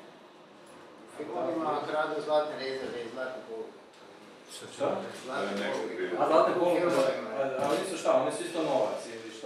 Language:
Croatian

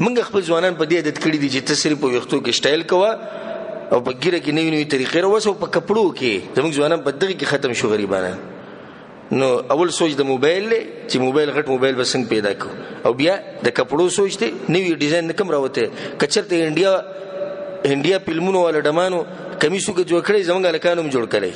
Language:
Pashto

